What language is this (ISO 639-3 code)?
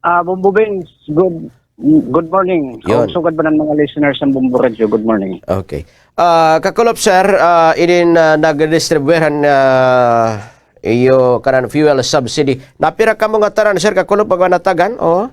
war